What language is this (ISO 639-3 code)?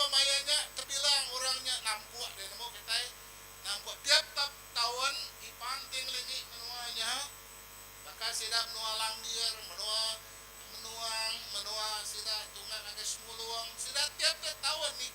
iba